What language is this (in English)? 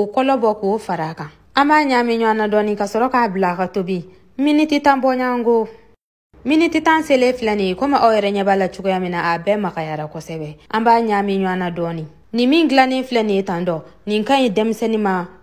Bambara